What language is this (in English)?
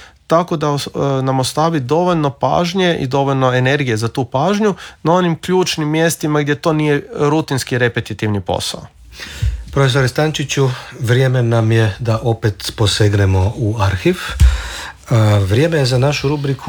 Croatian